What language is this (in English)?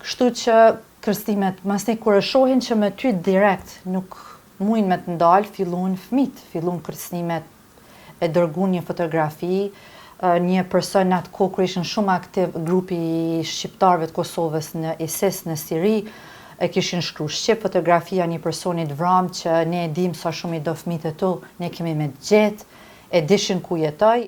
Albanian